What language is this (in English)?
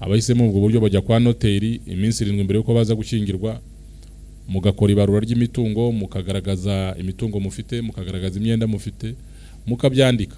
Kinyarwanda